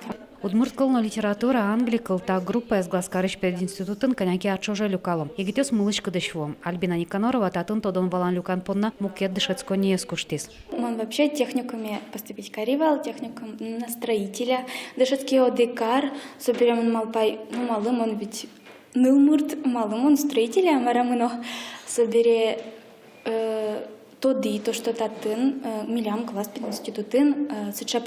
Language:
Udmurt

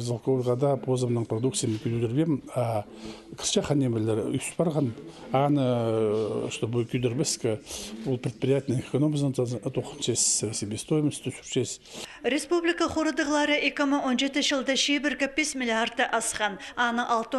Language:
Khakas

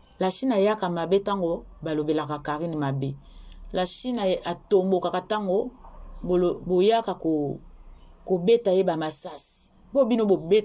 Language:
Lingala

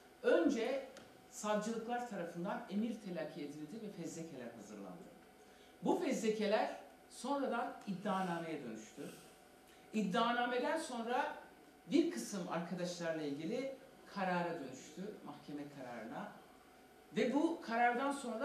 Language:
Turkish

